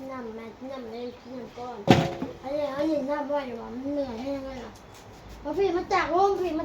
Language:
Northeastern Thai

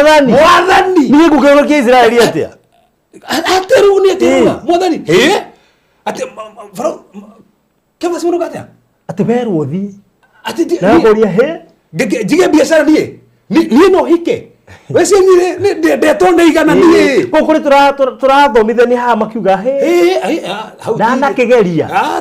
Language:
Kikuyu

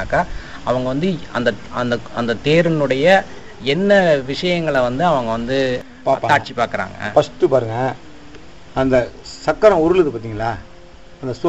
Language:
Tamil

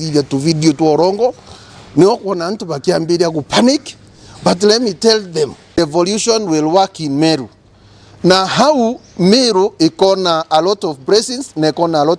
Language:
Meru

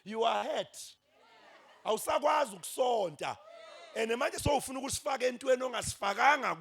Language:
Zulu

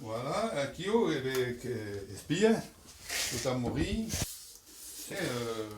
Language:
Occitan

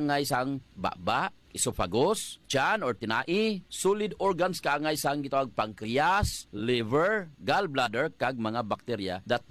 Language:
Hiligaynon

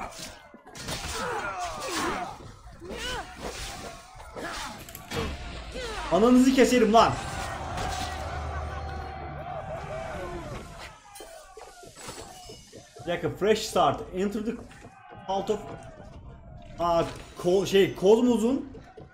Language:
Turkish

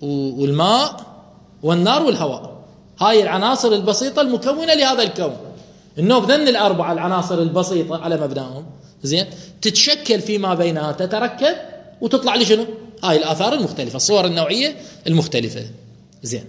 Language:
Mesopotamian Arabic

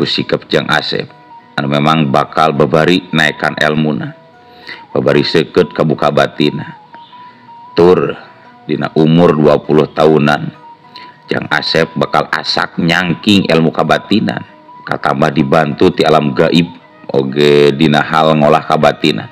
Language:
Sundanese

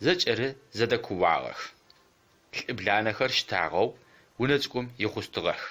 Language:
Adyghe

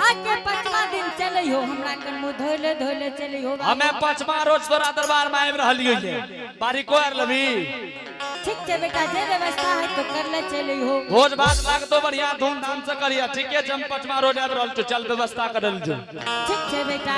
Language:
Angika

